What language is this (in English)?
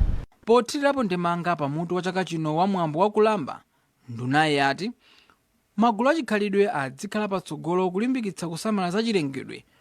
Nyanja